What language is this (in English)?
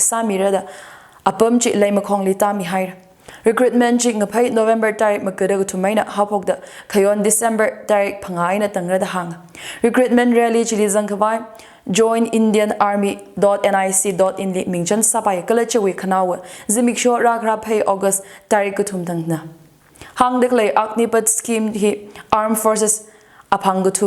Tangkhul Naga (India)